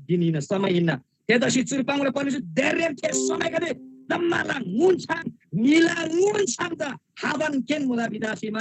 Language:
Eastern Tamang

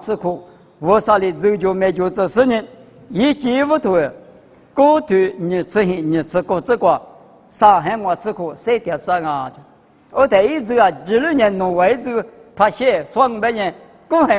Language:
Lisu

